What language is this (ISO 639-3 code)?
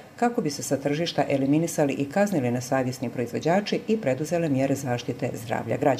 hrv